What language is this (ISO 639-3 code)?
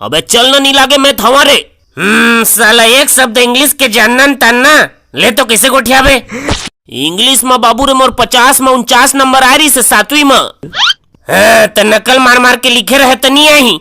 hne